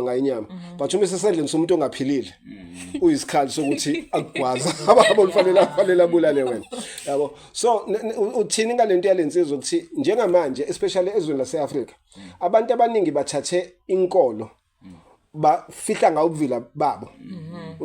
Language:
Zulu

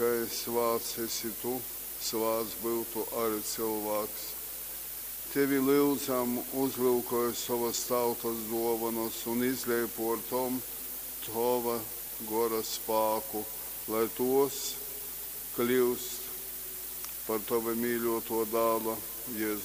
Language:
Latgalian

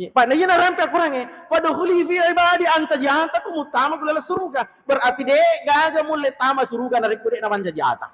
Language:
Buginese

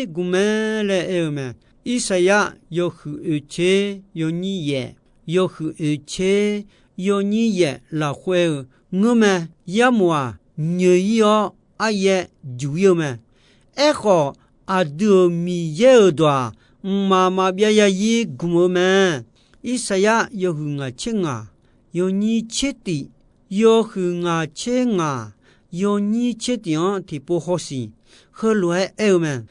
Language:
Akha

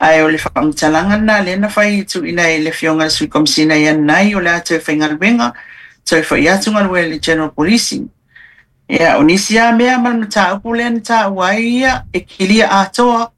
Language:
Samoan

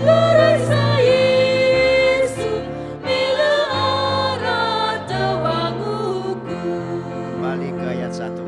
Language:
Nias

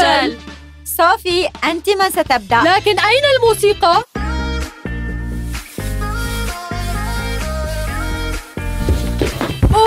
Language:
Arabic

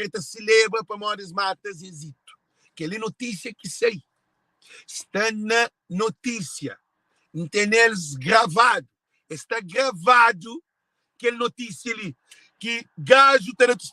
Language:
Kabuverdianu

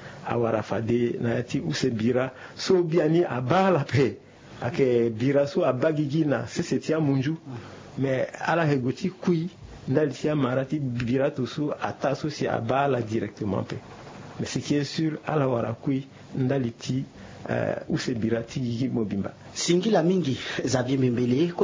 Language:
Sango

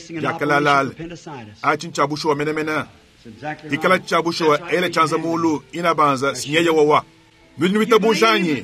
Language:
Luba-Lulua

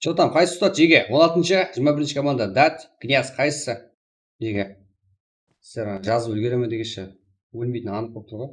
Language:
Kara-Kalpak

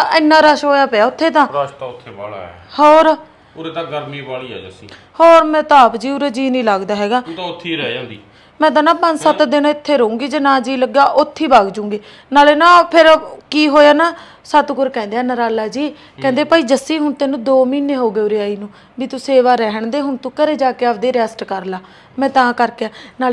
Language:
Punjabi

